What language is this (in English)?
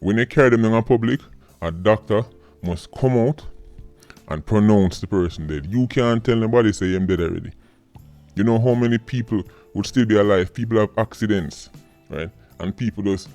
Jamaican Creole English